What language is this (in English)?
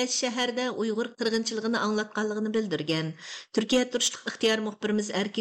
Uyghur